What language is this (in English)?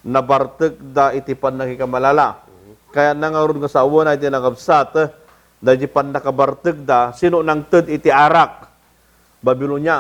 Iloko